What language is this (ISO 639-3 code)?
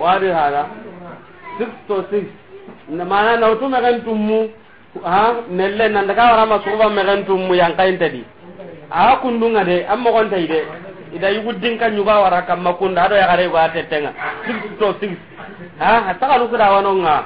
snk